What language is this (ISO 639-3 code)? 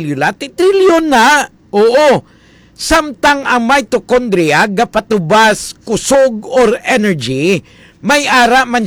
hil